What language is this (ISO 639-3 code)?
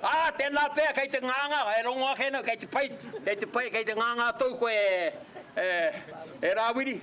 mri